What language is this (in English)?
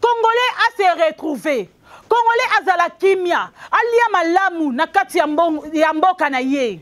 Lingala